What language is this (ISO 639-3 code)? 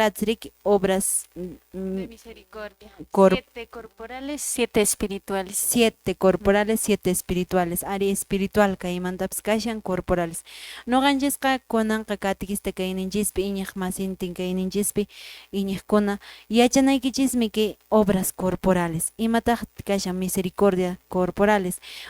que